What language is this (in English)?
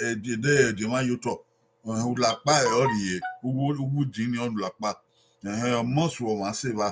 Bini